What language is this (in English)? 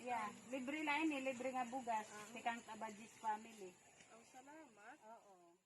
Waray